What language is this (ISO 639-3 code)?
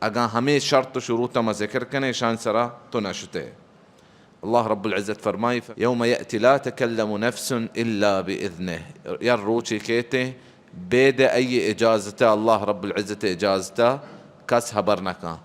bal